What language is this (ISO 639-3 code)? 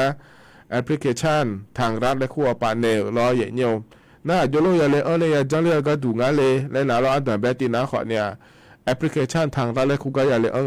ahk